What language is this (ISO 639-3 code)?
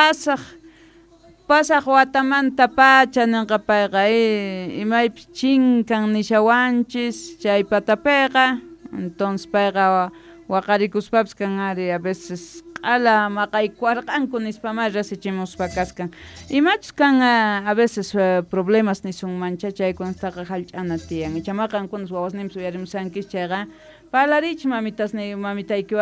quh